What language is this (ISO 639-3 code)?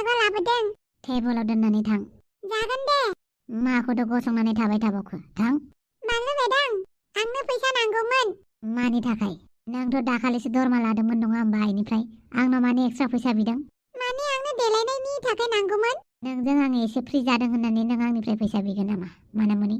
brx